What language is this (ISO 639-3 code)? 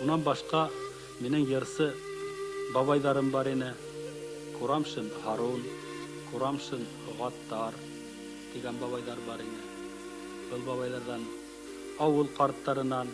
bak